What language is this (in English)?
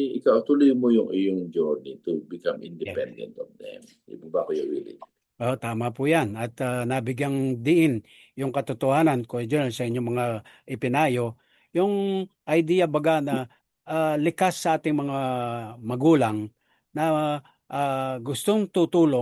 Filipino